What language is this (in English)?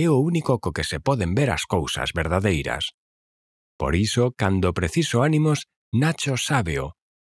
Galician